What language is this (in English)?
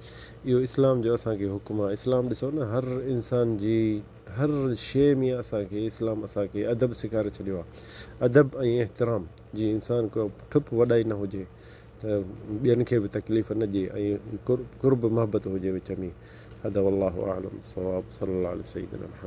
Sindhi